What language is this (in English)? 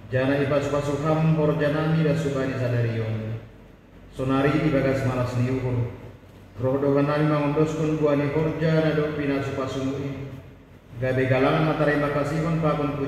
Batak Simalungun